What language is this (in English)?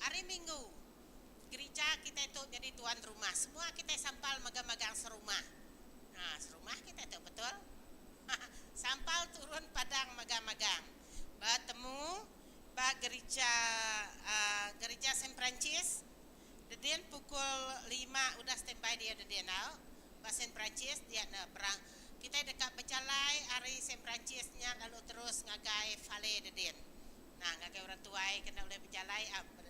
Iban